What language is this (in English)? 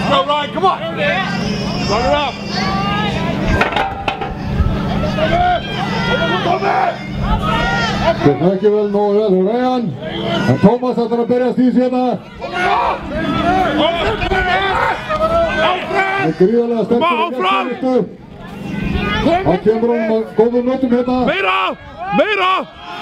Icelandic